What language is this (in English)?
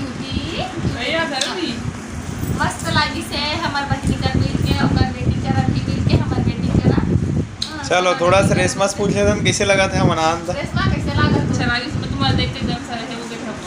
Chhattisgarhi